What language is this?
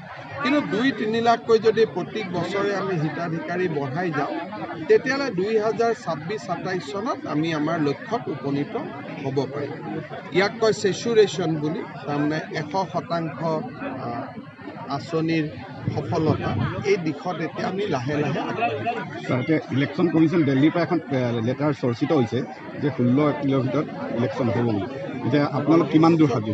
Assamese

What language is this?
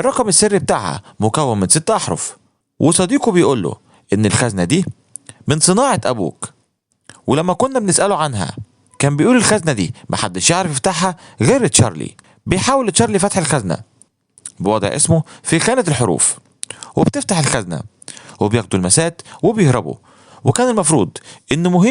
Egyptian Arabic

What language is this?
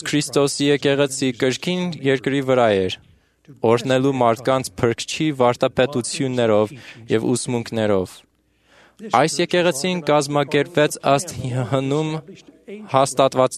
Armenian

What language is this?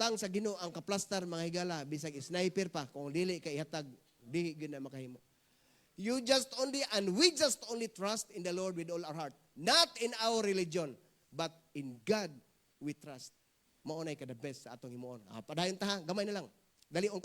Cebuano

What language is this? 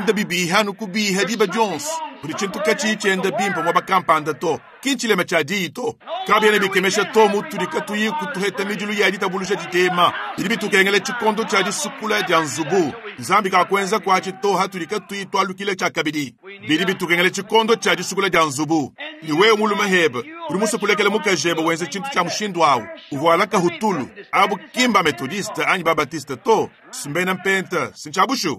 Luba-Lulua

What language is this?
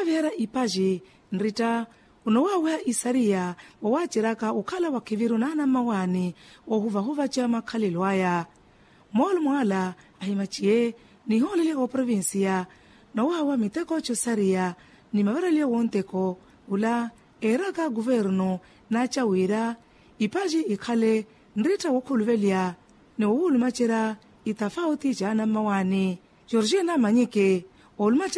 Makhuwa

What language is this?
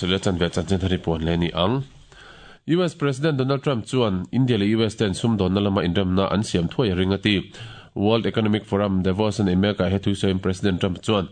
Mizo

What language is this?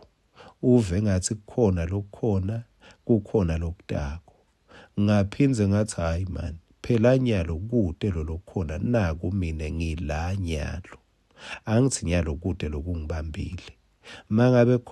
Swati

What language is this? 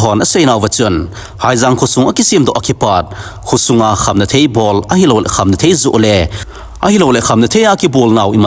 Thado Chin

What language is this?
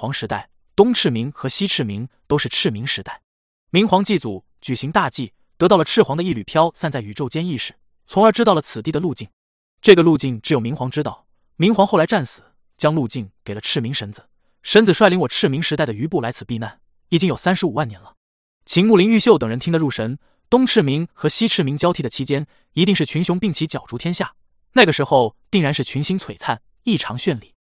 Chinese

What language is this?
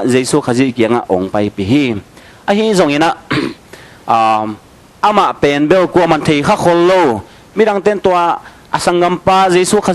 Tedim Chin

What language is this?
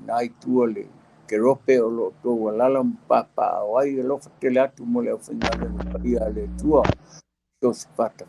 Samoan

